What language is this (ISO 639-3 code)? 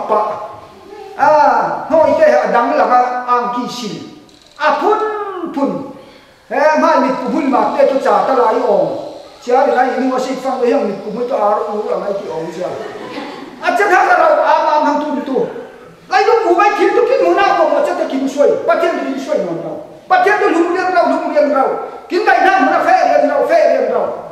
cfm